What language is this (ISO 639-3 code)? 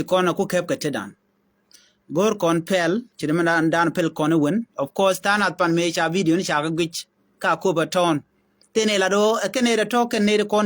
nus